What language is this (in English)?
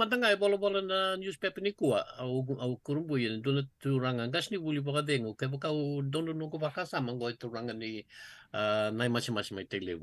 Fijian